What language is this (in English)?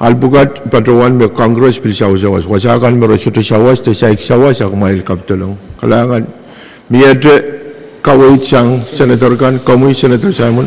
Pohnpeian